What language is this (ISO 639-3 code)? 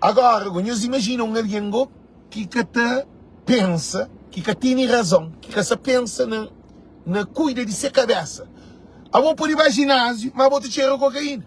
kea